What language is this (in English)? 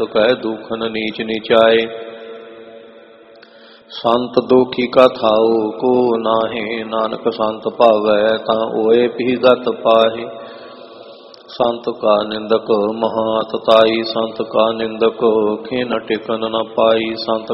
Punjabi